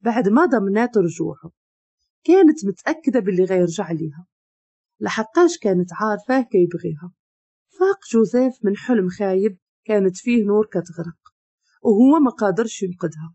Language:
Moroccan Arabic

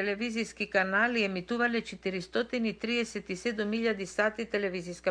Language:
Macedonian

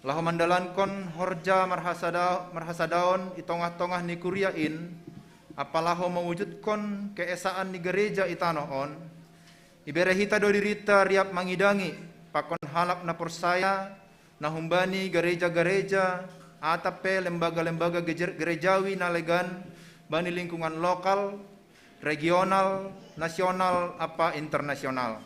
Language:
Batak Simalungun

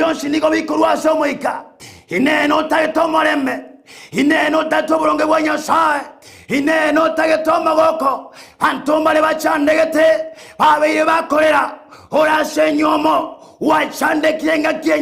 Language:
Gusii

